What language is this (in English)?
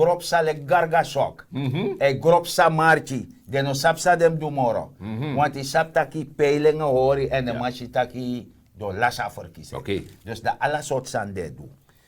Sranan Tongo